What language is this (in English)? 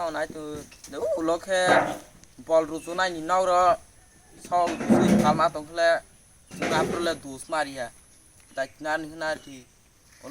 Kok Borok